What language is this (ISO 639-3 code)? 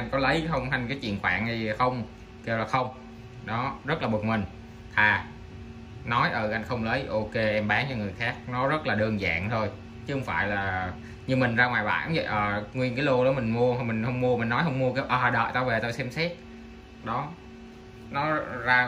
vie